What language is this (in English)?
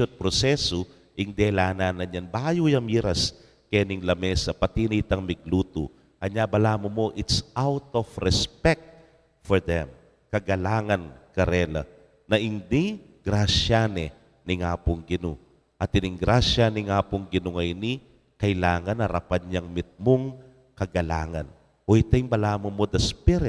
Pampanga